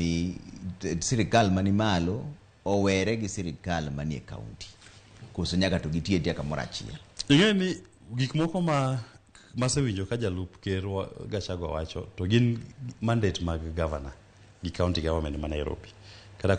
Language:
Luo (Kenya and Tanzania)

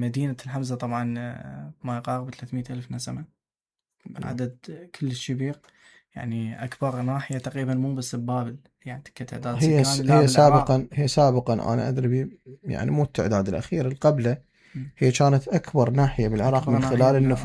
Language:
Mesopotamian Arabic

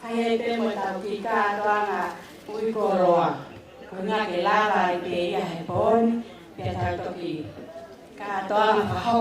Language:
Tongan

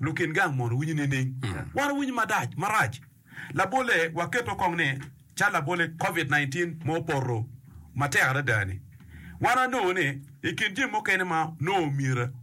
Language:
Acoli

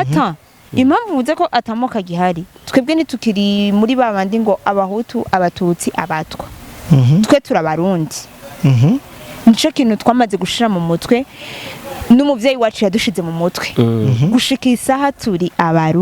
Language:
Rundi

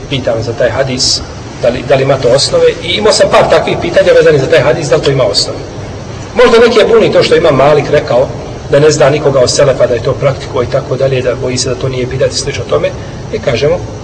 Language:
Bosnian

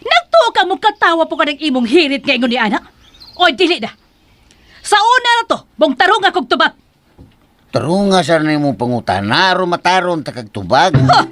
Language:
Cebuano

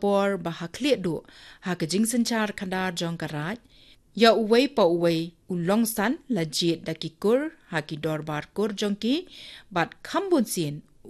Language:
Khasi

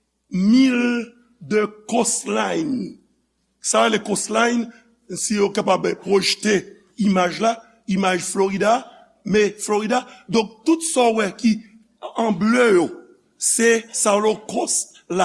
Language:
Haitian Creole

